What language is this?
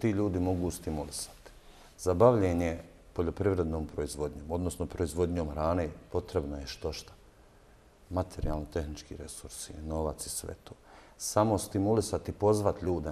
Bosnian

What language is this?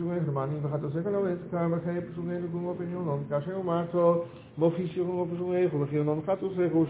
Hebrew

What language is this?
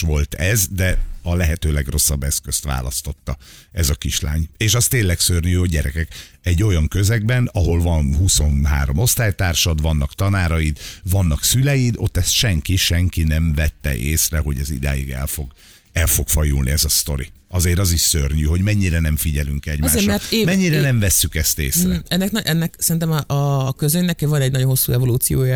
Hungarian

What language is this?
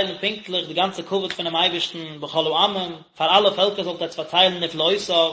Yiddish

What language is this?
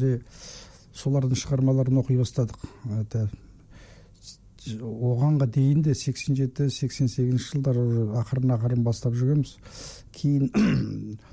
Kazakh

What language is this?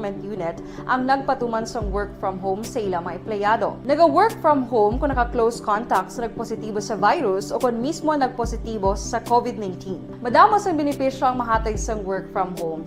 Hiligaynon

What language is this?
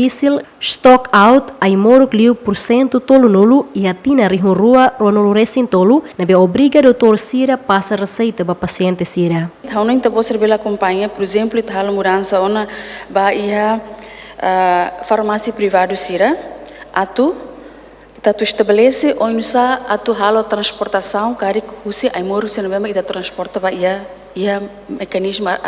Tetum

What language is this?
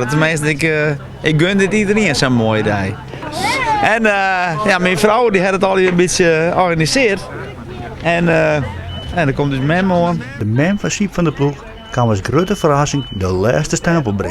Western Frisian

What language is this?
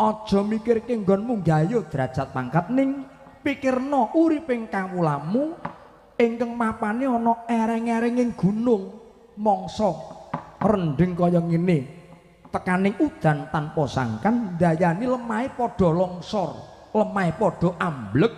Javanese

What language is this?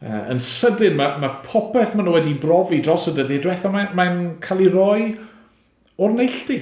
Welsh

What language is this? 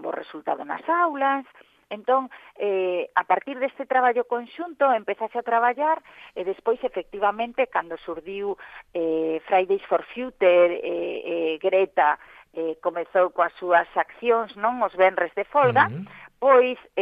Galician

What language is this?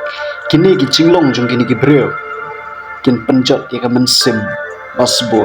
Khasi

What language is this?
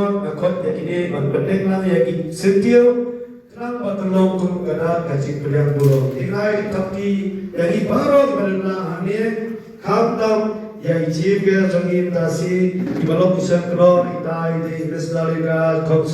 Khasi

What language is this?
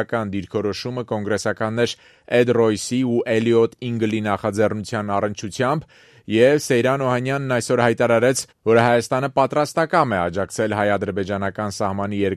Armenian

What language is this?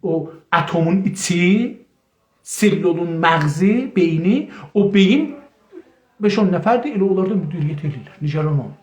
South Azerbaijani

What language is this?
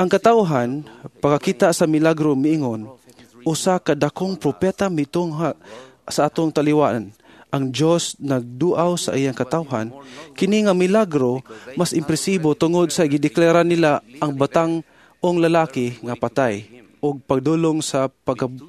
Cebuano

